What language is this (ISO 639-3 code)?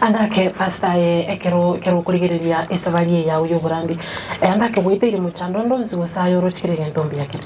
guz